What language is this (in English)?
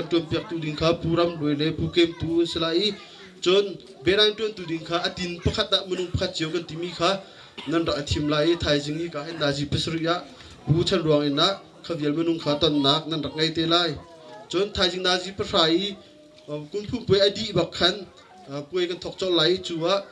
Hakha Chin